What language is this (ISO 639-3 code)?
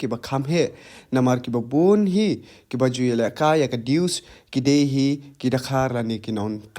kha